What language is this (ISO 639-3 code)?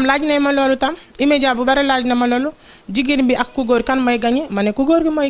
wol